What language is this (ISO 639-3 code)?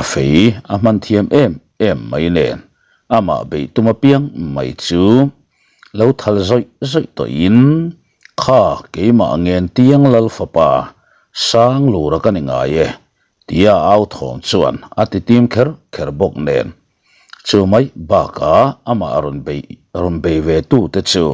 lus